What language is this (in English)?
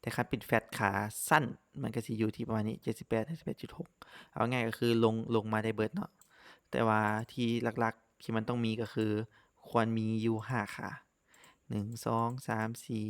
Lao